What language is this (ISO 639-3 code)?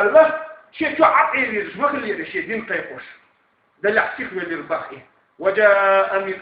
che